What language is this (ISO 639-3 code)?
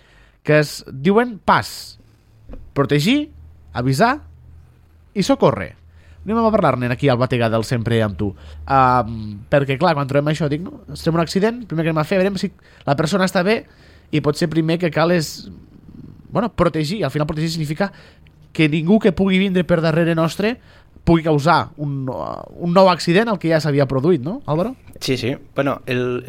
cat